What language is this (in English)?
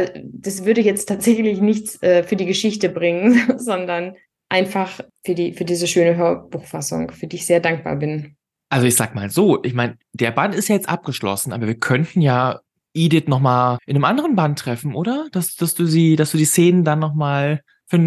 German